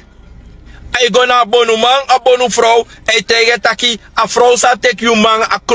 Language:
Sranan Tongo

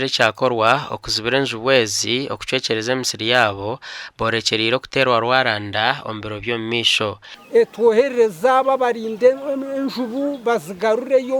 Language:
Nyankole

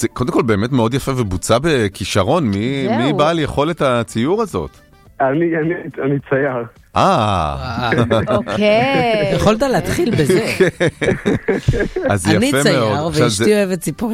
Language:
Hebrew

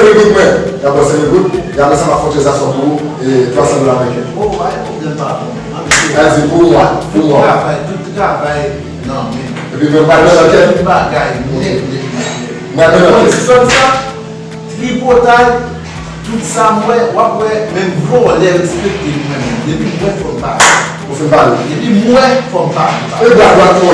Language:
Haitian Creole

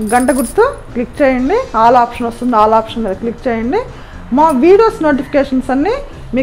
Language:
Telugu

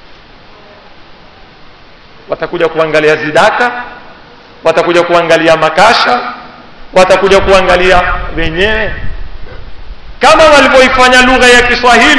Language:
Swahili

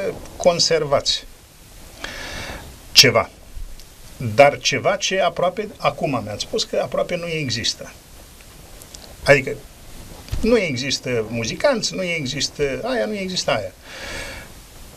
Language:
Romanian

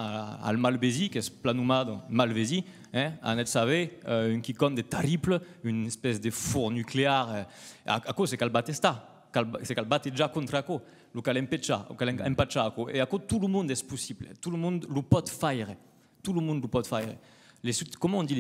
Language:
Occitan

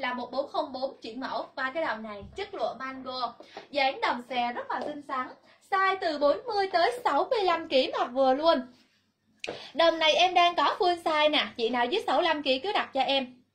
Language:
Vietnamese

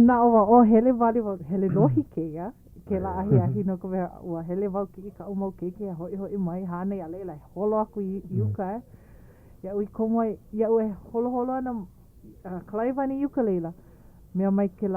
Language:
Hawaiian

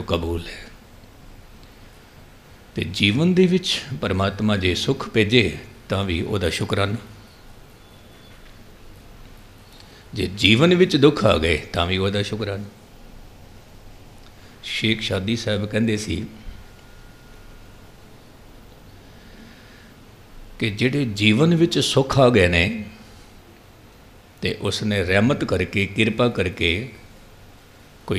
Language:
Punjabi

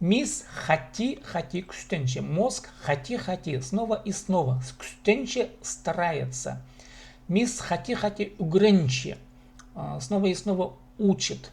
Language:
Khakas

